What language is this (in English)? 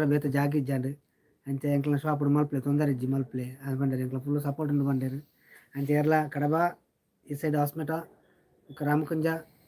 Tulu